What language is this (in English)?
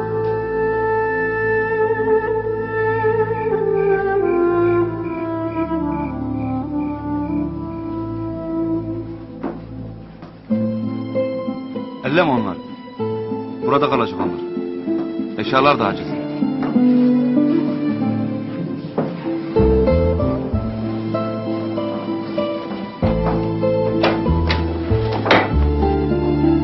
Turkish